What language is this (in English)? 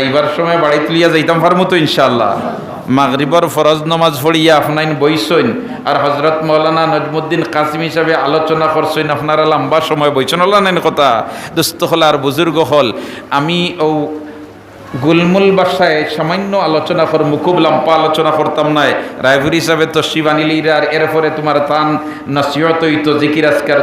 Sylheti